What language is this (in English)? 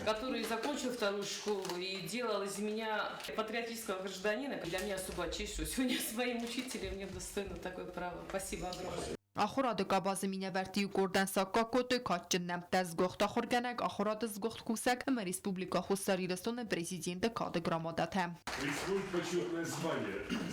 Ossetic